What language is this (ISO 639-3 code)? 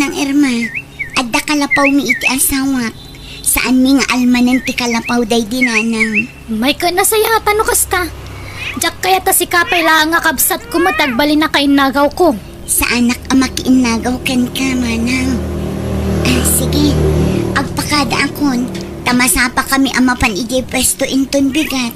ilo